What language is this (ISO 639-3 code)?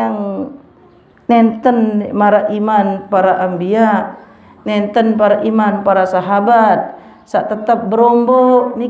sas